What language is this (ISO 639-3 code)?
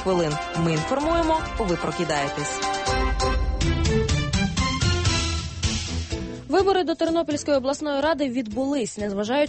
ukr